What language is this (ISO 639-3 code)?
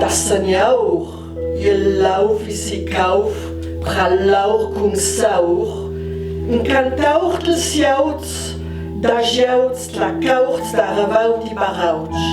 lld